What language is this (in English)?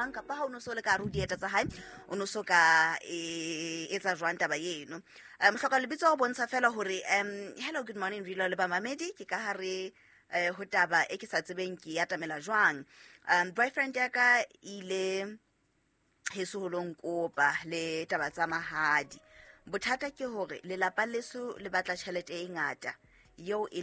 Southern Sotho